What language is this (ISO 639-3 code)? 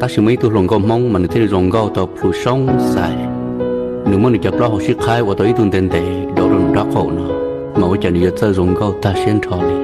hmn